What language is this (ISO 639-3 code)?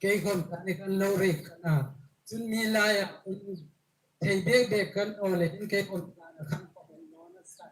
hmr